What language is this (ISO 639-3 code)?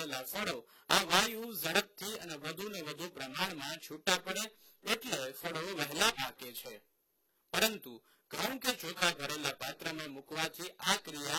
guj